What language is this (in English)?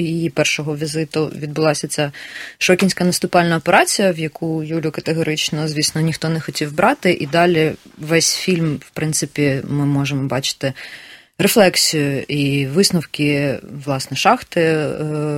Ukrainian